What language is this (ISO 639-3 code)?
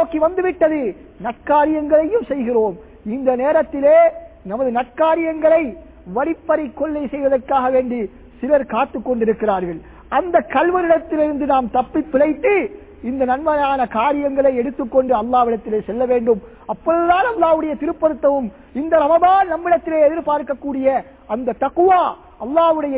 tam